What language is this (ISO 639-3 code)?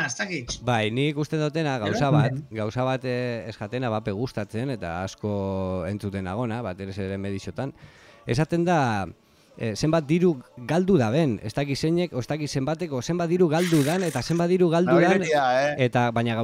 eus